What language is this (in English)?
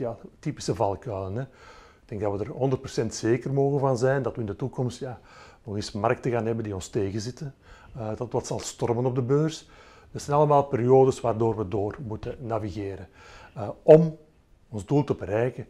Dutch